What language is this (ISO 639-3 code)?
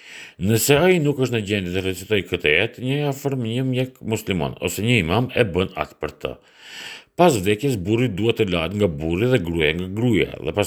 sqi